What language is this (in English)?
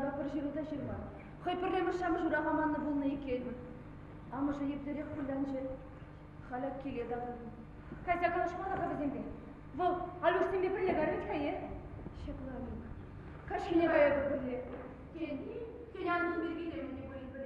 Chuvash